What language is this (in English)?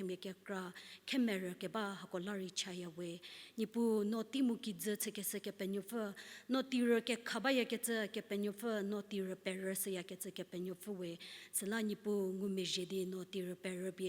Angami Naga